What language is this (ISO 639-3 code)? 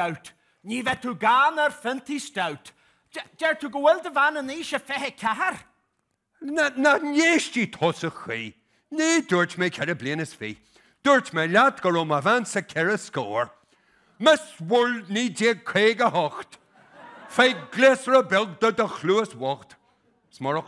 gle